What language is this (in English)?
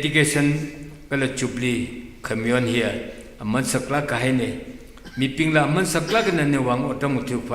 Tangkhul Naga (India)